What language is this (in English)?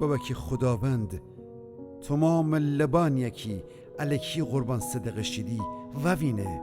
Gilaki